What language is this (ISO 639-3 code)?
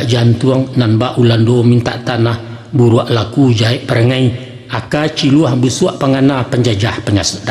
min